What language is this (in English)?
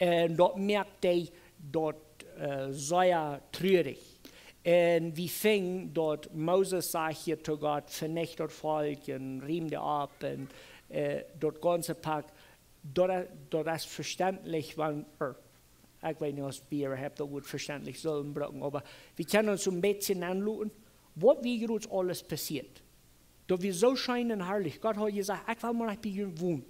Plautdietsch